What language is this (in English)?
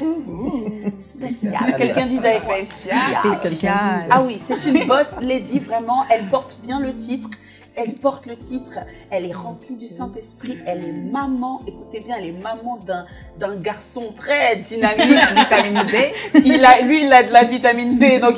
French